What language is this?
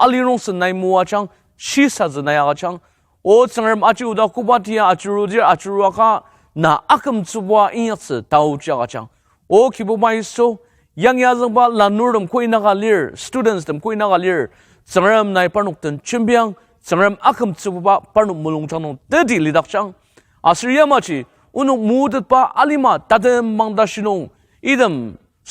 Ao Naga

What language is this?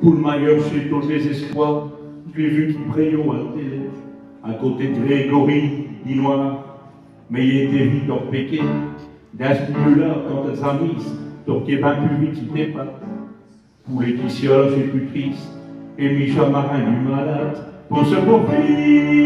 Picard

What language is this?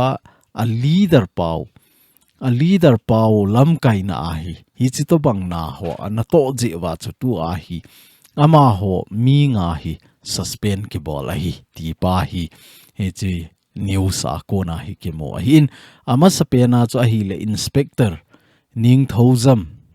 Thado Chin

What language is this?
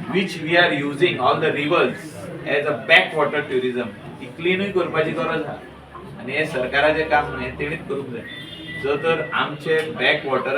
Konkani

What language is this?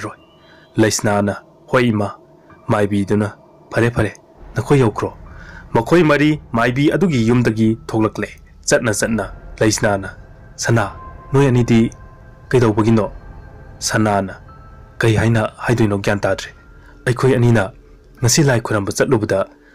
Manipuri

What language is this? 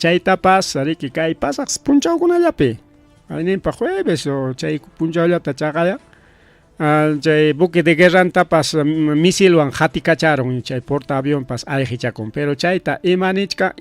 Ayacucho Quechua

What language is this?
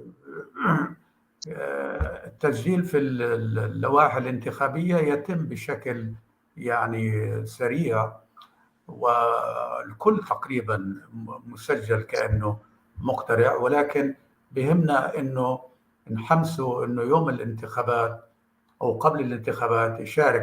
North Levantine Arabic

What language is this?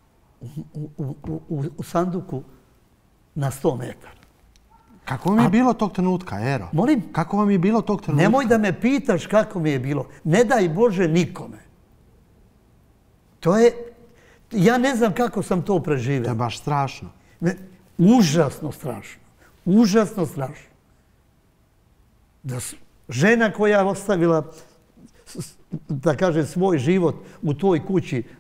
Serbian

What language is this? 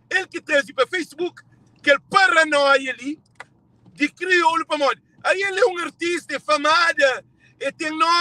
Kabuverdianu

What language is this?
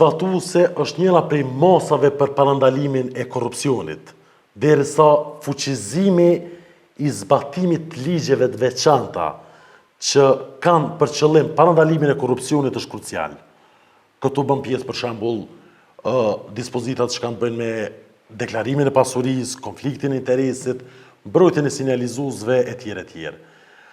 Albanian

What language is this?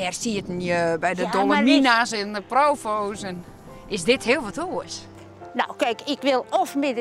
Western Frisian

